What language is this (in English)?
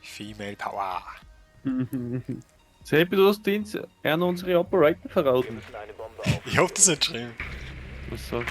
Bavarian